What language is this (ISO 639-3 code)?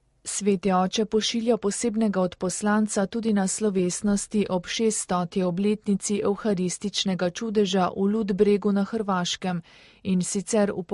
slv